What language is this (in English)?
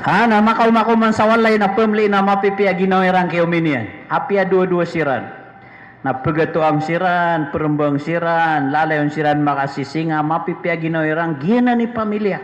Maranao